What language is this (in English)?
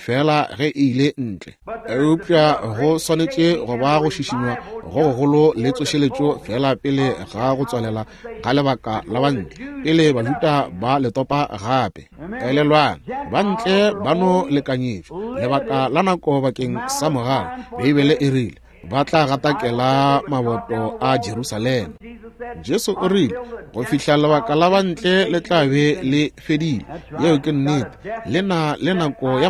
Northern Sotho